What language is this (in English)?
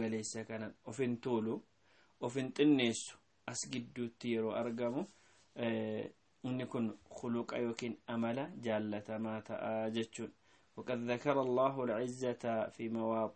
Oromo